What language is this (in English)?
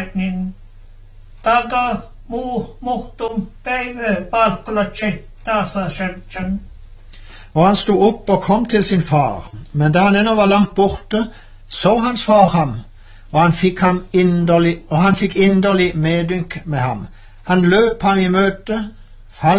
Norwegian